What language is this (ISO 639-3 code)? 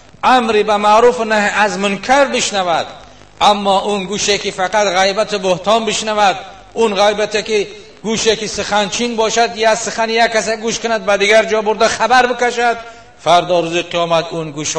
tgk